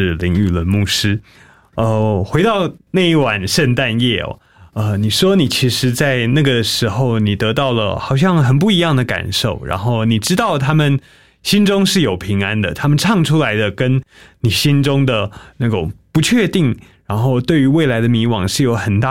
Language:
Chinese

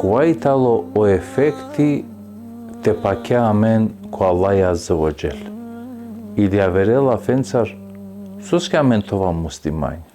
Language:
Balkan Romani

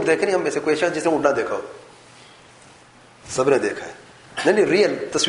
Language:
Urdu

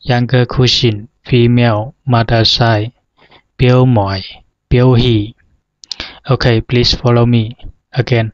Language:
Zhuang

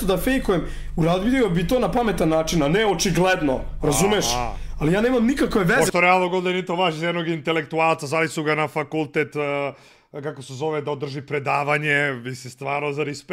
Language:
Serbian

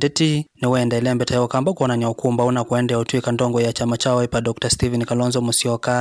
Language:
Kamba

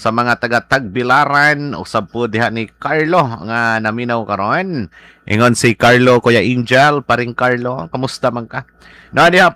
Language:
Cebuano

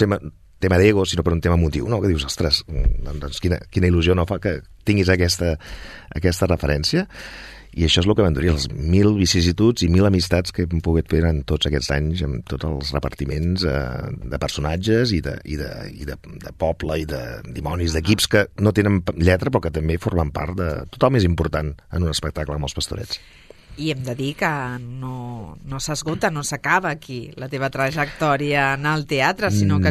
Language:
Catalan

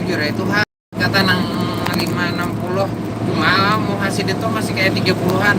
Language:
Banjar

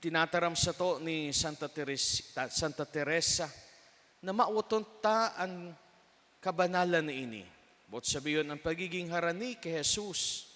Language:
Bikol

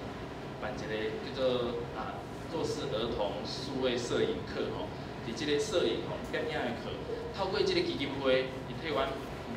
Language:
Min Nan Chinese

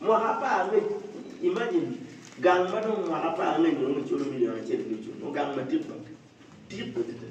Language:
Acoli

